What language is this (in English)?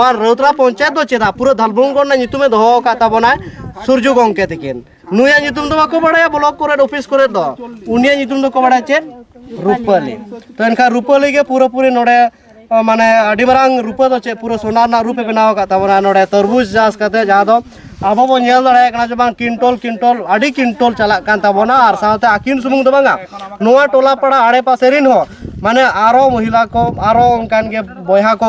Santali